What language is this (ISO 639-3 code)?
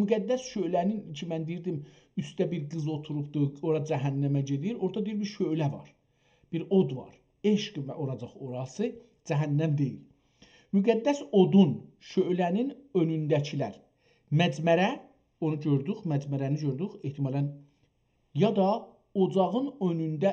azb